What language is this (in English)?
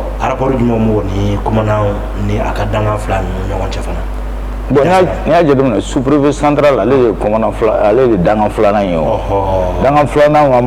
Bambara